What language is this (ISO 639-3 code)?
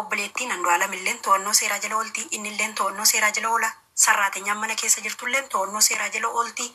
orm